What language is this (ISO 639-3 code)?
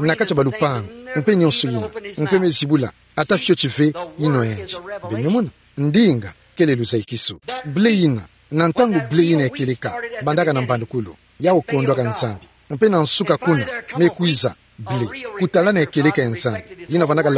ktu